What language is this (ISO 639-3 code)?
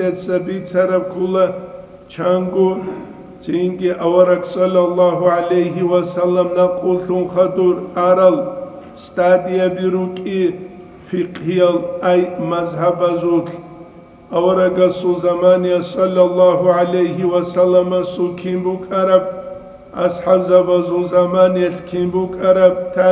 ava